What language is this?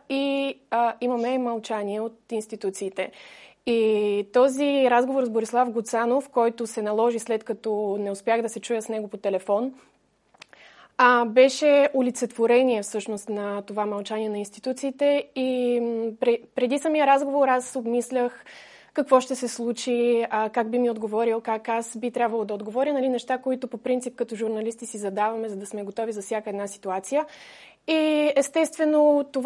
Bulgarian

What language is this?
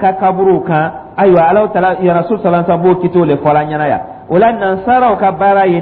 Dyula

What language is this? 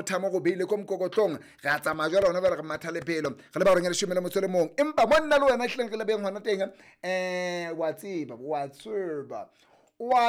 Southern Sotho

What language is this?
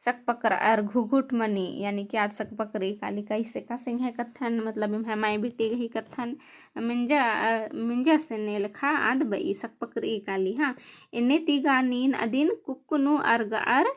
Kurukh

